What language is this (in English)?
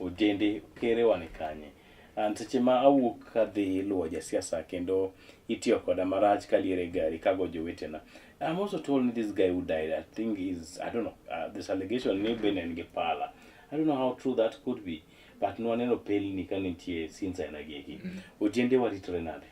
Luo (Kenya and Tanzania)